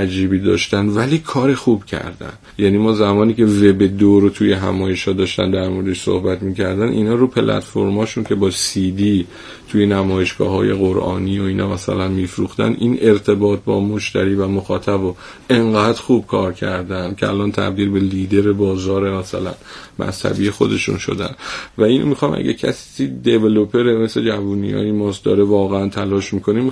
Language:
Persian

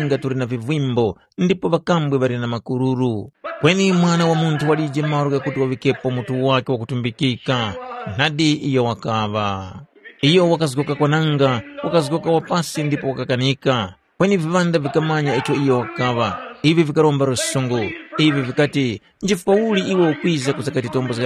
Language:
Tumbuka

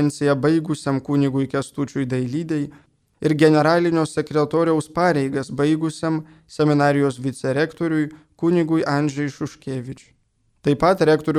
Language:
Lithuanian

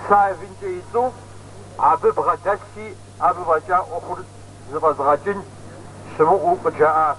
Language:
Kabardian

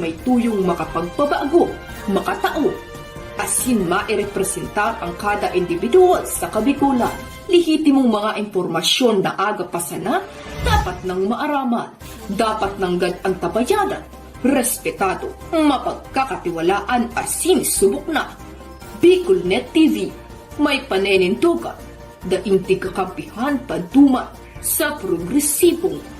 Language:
Bikol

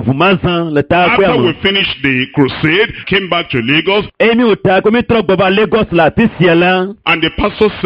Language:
Ewe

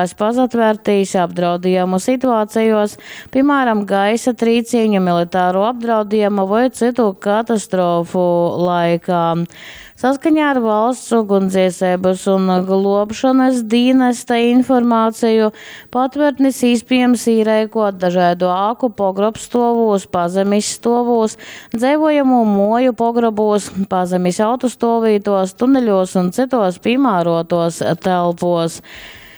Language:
Latgalian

